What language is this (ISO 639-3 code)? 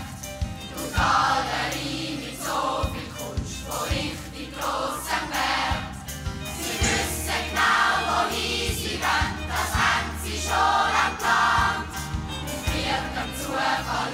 gsw